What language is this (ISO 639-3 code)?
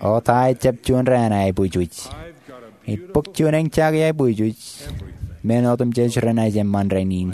mah